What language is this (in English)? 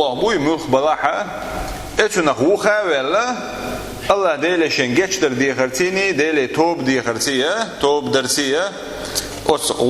Chechen